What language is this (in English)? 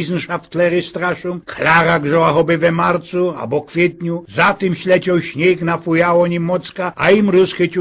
Silesian